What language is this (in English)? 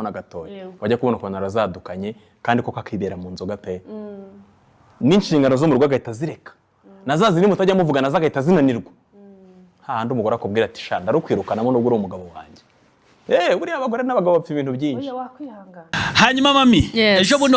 Kinyarwanda